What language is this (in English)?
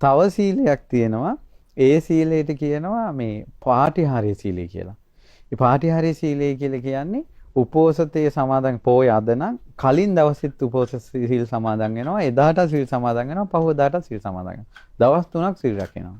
Sinhala